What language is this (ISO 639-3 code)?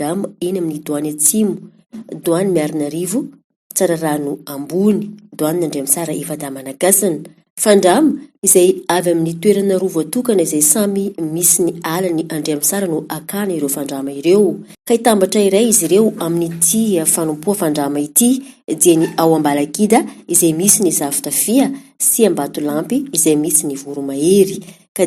mlg